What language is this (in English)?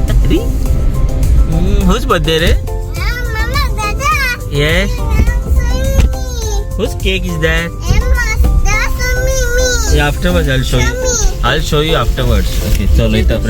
Konkani